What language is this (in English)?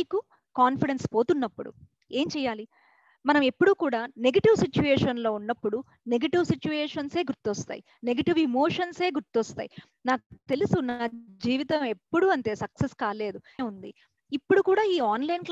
Telugu